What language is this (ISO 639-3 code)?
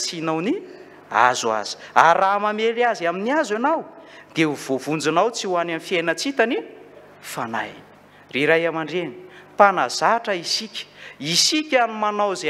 mlg